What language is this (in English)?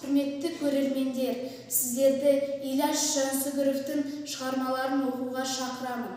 Kazakh